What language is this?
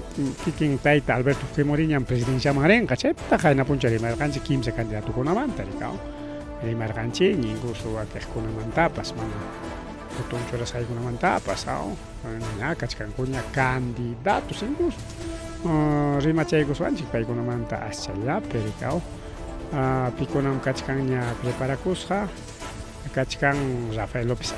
Ayacucho Quechua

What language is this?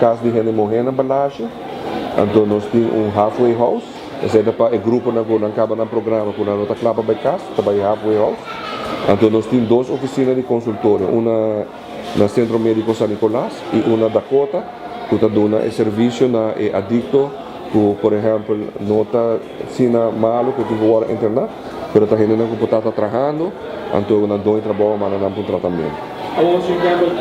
Papiamento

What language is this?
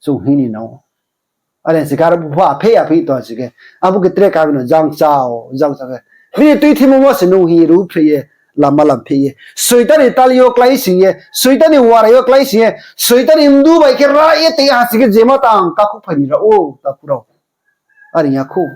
Riang (India)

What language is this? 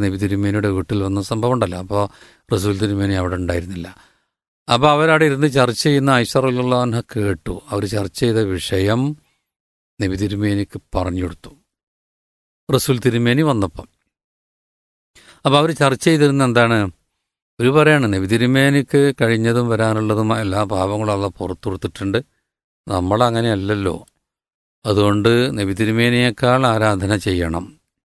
Malayalam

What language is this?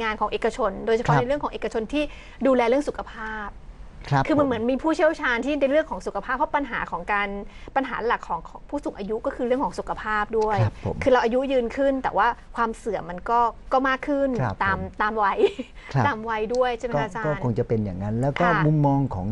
Thai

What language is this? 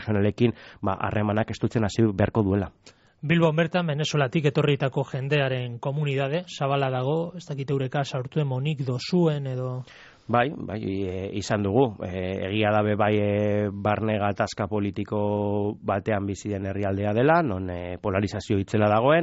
Basque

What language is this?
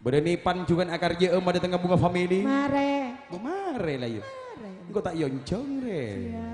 Madurese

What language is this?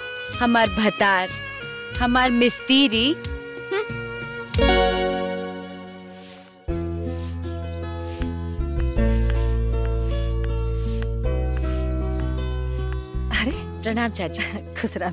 Bhojpuri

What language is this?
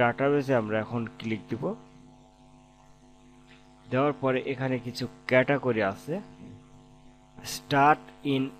Bangla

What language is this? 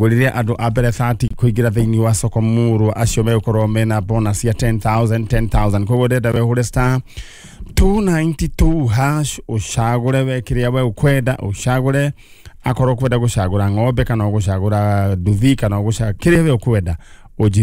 Kikuyu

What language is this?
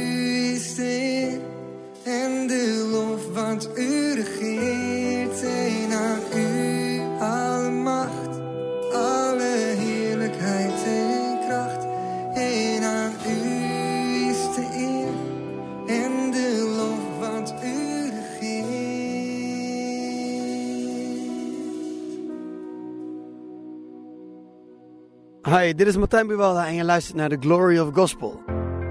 Dutch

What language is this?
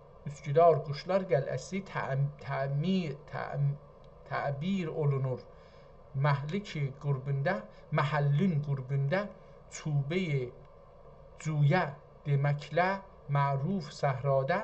South Azerbaijani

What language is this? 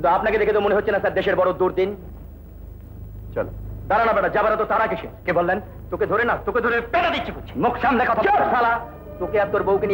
Bangla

